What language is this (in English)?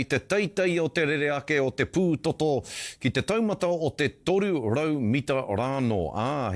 Māori